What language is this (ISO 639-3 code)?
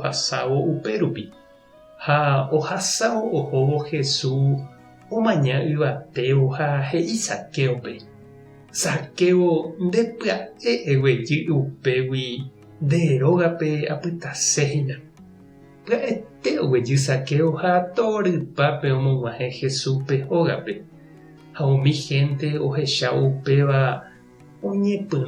grn